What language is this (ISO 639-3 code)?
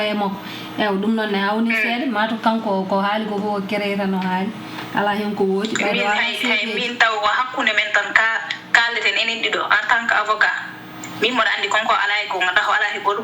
ful